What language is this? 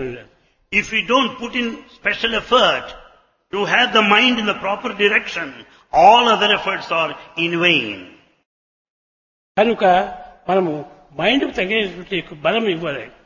Telugu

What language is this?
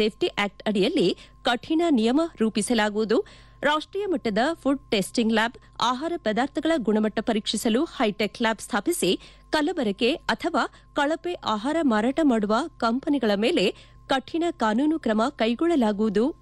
Kannada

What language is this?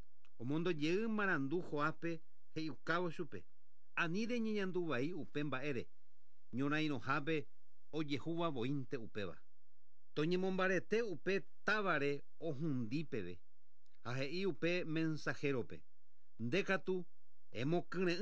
Guarani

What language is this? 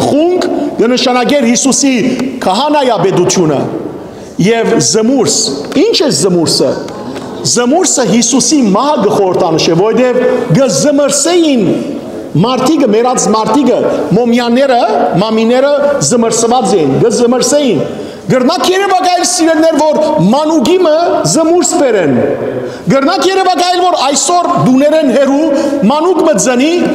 Western Armenian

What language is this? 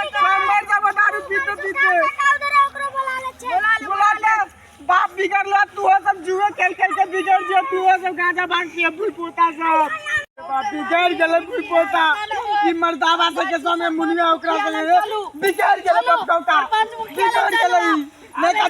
Maithili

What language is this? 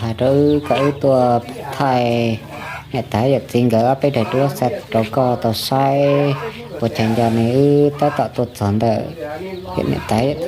Hmong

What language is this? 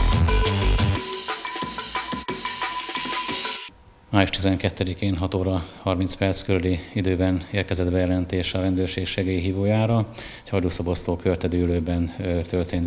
Hungarian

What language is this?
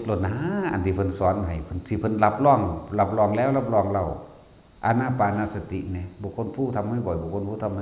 Northeastern Thai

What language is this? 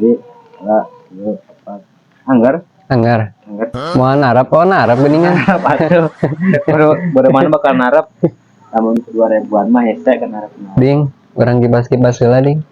Sundanese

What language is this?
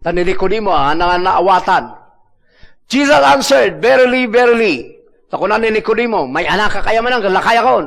Iloko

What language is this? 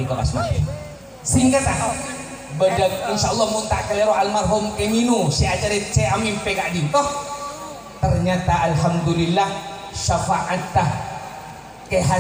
Madurese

